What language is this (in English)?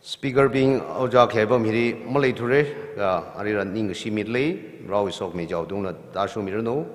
Tangkhul Naga (India)